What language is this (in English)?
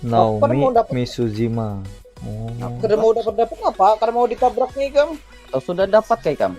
Banjar